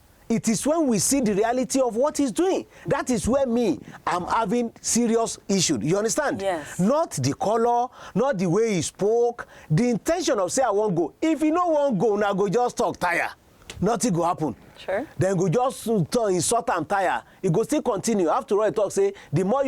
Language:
Nigerian Pidgin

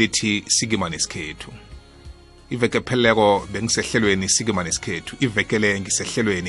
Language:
South Ndebele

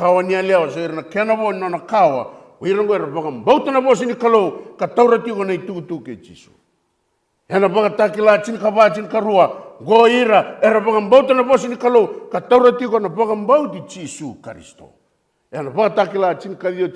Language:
Fijian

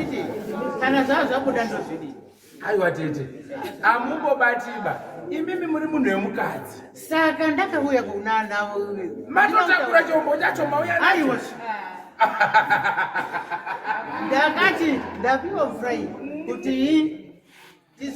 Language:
Shona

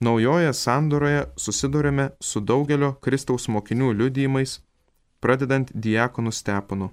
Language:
Lithuanian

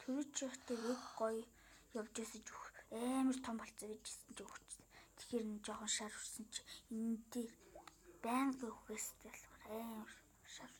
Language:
Mongolian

